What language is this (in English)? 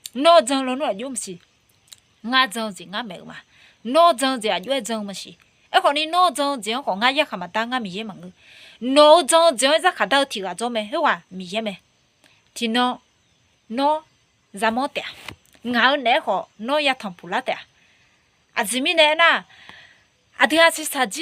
Akha